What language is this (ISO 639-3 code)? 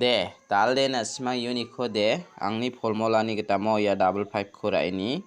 grt